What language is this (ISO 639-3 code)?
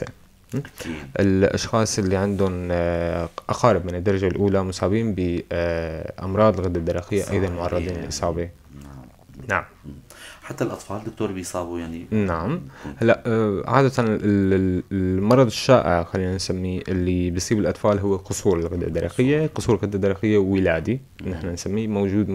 apc